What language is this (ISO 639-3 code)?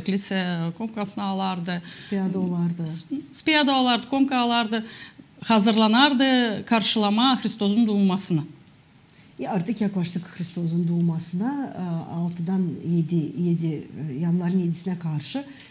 gag